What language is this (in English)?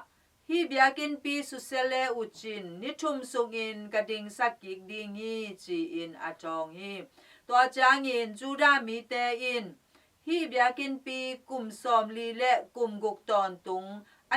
Tedim Chin